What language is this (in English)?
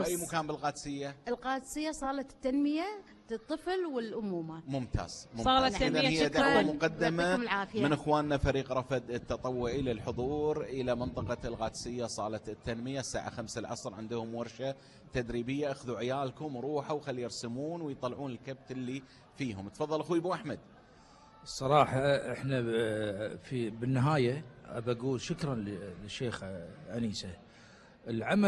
Gulf Arabic